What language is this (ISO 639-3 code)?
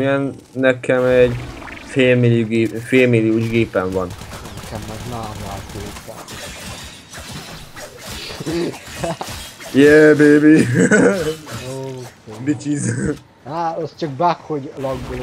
hun